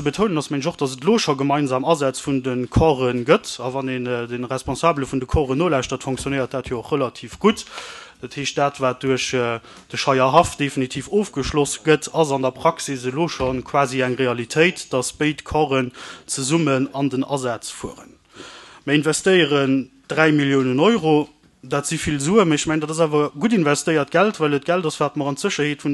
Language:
Luxembourgish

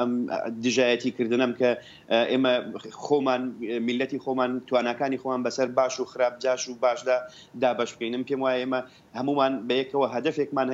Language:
Central Kurdish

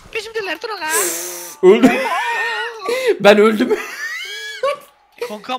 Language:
Turkish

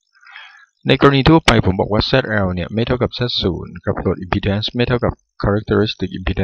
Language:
Thai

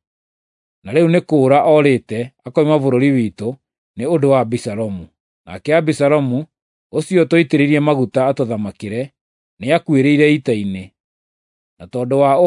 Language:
Kikuyu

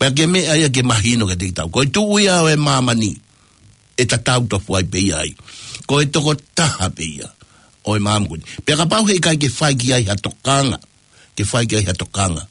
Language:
Tongan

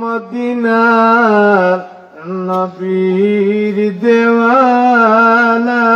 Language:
Sylheti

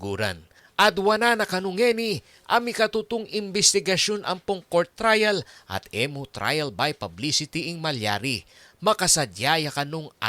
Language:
Pampanga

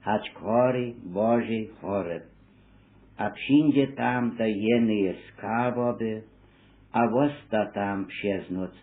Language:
Upper Sorbian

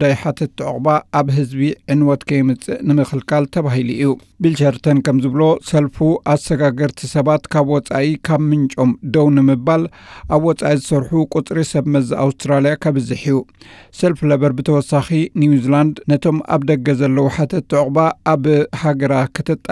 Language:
Tigrinya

